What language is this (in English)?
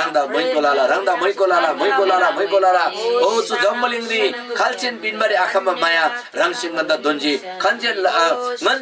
Eastern Tamang